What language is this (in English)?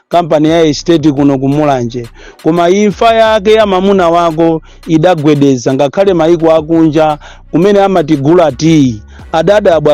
Nyanja